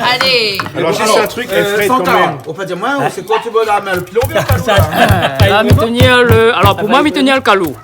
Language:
Réunion Creole French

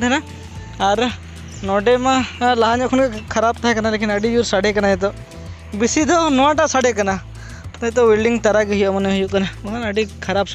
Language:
Santali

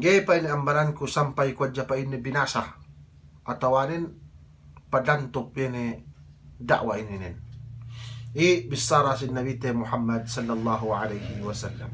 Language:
Yakan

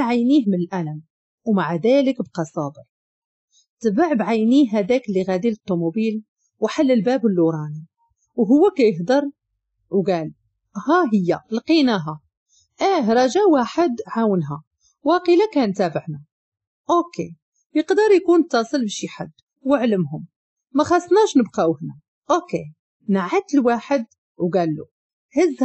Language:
Moroccan Arabic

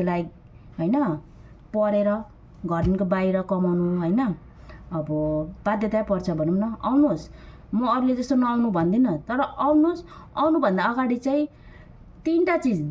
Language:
Nepali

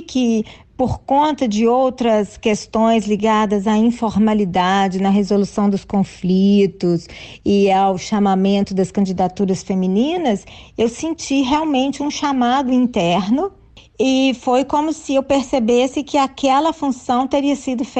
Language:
Portuguese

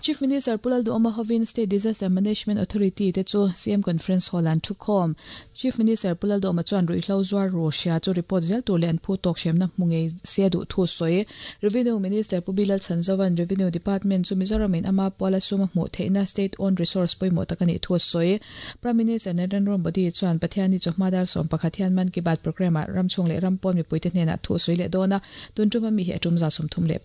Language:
Mizo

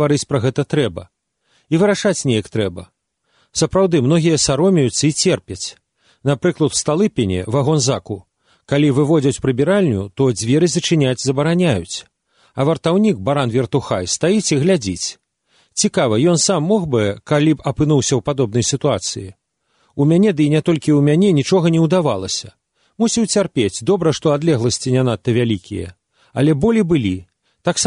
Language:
Belarusian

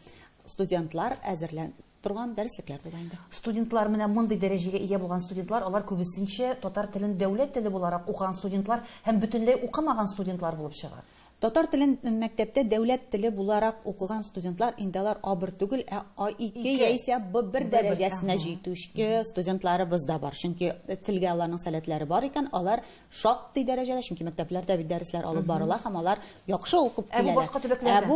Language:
Tatar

